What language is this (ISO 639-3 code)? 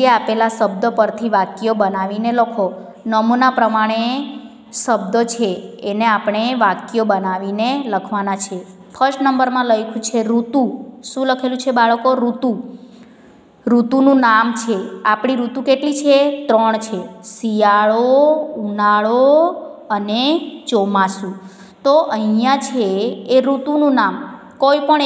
guj